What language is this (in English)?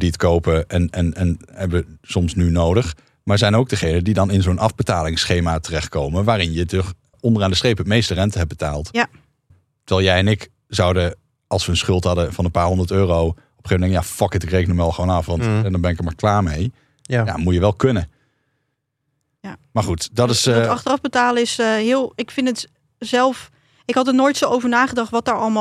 Dutch